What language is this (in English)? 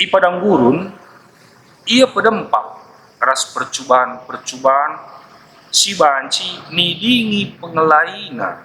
Batak Karo